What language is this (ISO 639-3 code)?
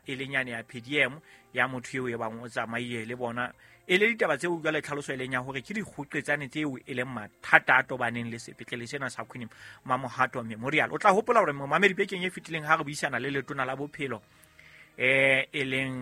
sot